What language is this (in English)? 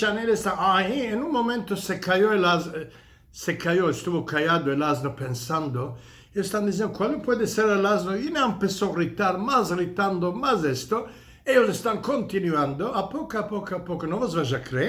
Ladino